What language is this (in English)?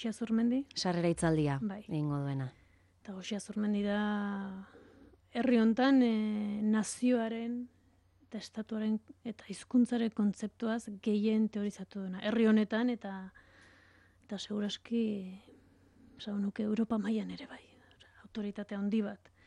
Basque